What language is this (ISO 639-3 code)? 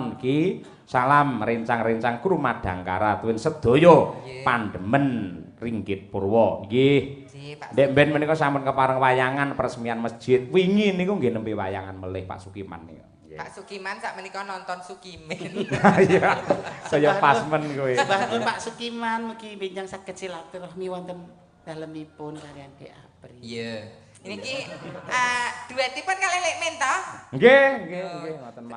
jav